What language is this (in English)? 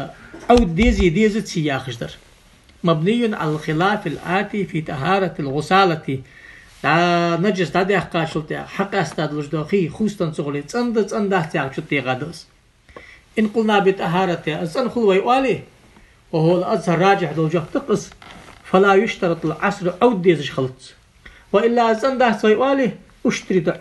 Ingush